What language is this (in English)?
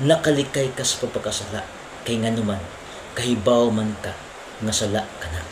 Cebuano